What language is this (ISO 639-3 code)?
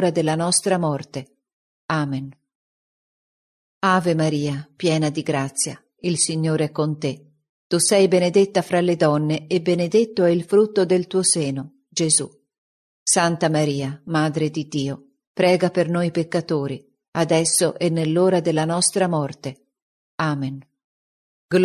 ita